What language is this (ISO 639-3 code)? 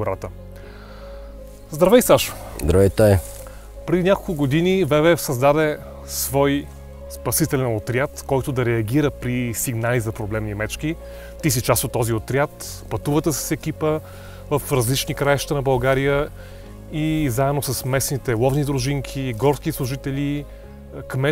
bul